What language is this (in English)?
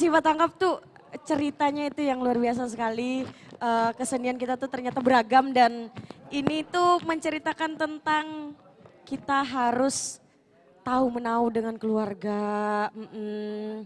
Banjar